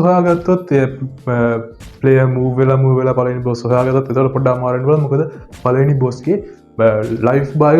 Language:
Sinhala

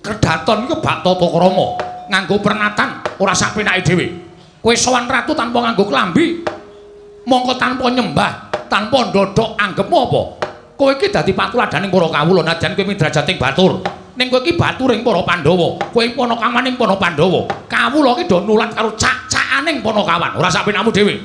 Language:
Javanese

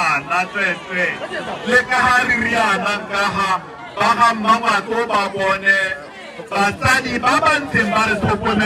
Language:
Tswana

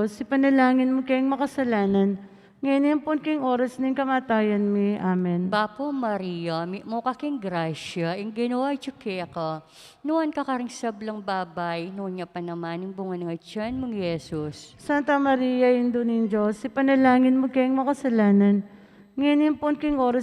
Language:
Pampanga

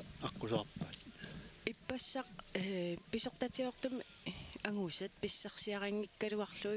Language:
Kalaallisut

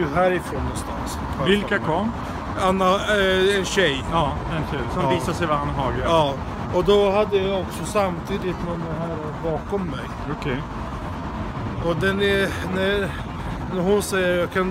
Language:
Swedish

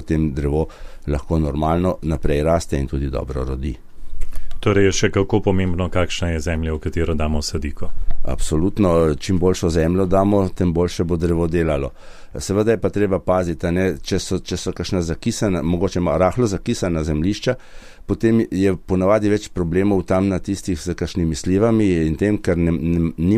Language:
Slovenian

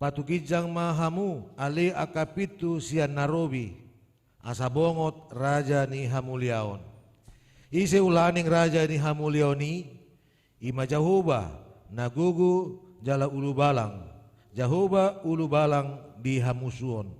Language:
Batak Toba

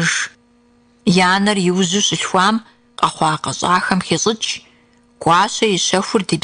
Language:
Kabardian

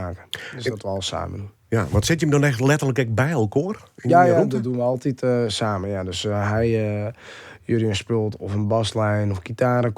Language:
Western Frisian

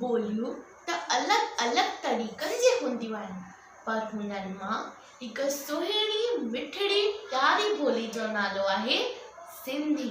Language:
Sindhi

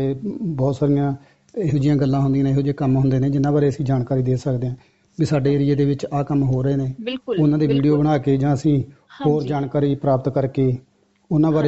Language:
Punjabi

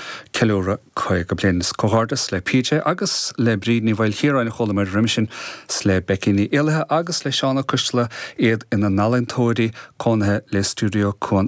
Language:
Irish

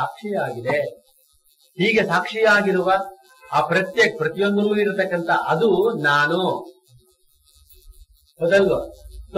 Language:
Kannada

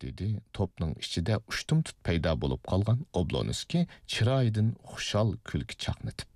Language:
Uyghur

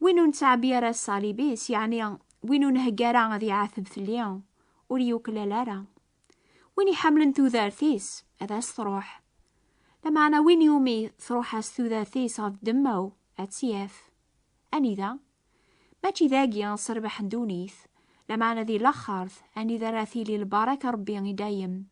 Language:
Kabyle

